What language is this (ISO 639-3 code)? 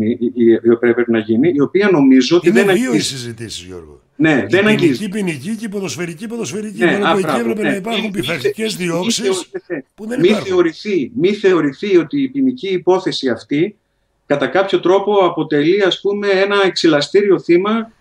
ell